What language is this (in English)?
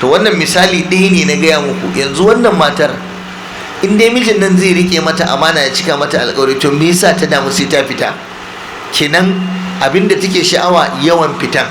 Hausa